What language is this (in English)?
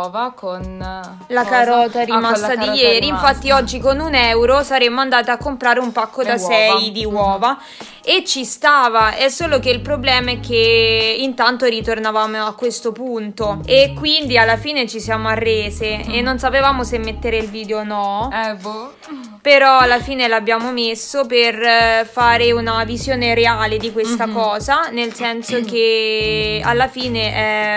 Italian